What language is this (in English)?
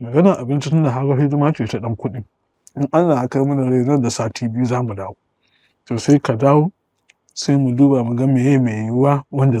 Hausa